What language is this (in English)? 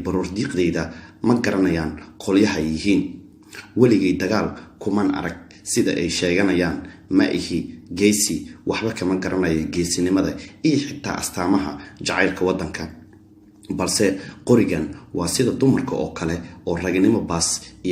Somali